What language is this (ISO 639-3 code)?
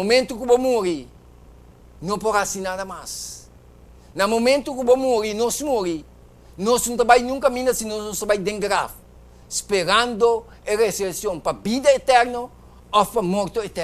pap